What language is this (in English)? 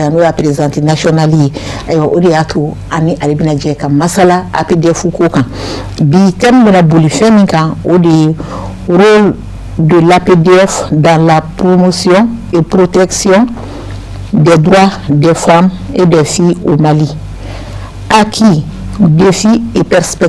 Bambara